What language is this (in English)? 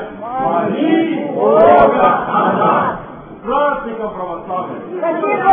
Russian